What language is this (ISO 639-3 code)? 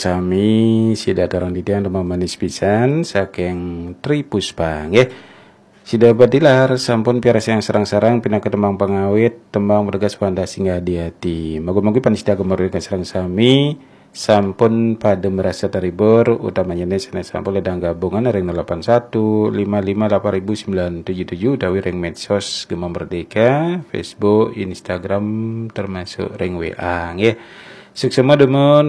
ban